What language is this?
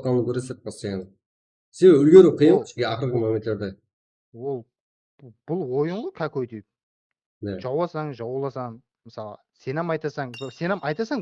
Kara-Kalpak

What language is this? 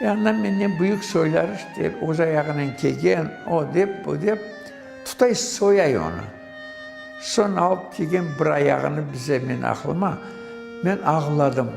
Crimean Tatar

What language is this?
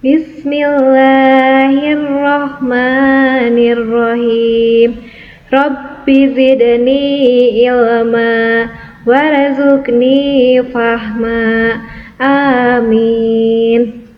Sundanese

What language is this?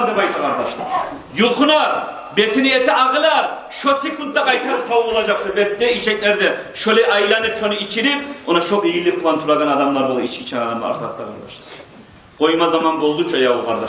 Kumyk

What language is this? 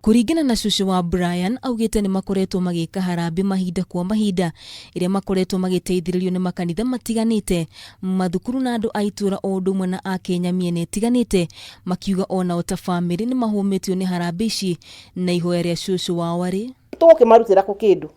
Kikuyu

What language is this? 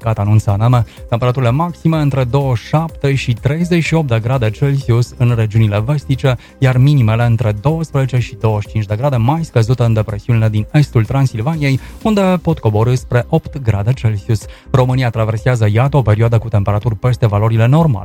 Romanian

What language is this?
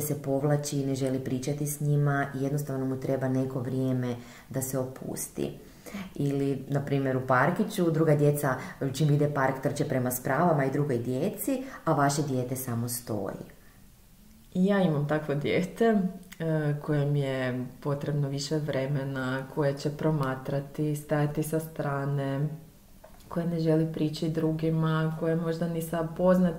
Croatian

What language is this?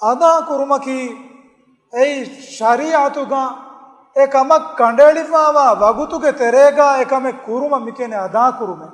Divehi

